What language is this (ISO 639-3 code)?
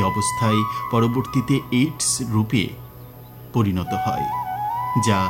ben